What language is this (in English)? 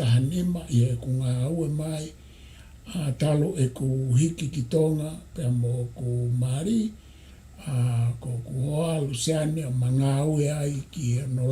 Tongan